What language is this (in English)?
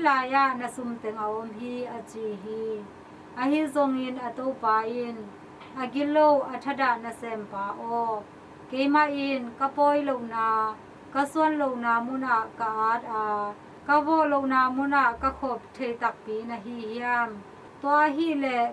Tedim Chin